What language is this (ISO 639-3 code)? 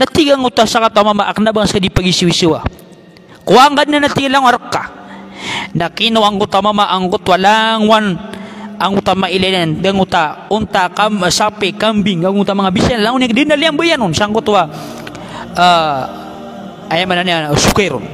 mrw